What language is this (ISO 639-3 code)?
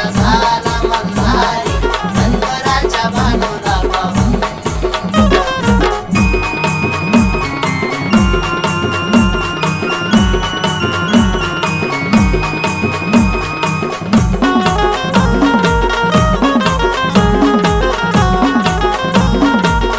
mar